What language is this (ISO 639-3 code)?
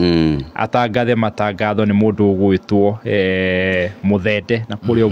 kik